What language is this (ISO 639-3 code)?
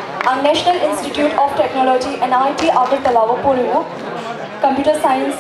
trp